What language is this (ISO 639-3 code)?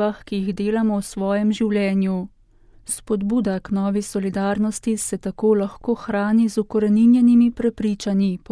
slv